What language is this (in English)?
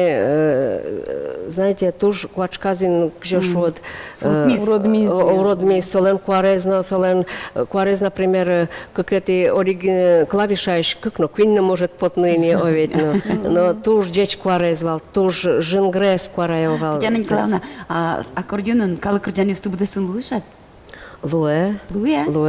Udmurt